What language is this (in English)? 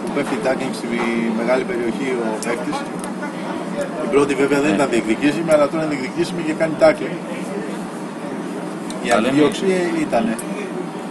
Greek